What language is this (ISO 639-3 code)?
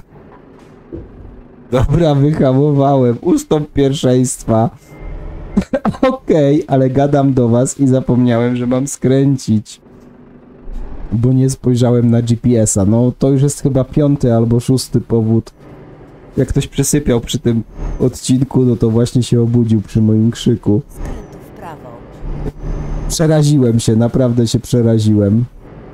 pol